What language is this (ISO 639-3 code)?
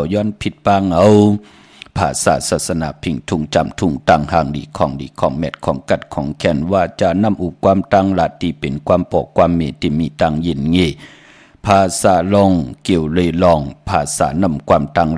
shn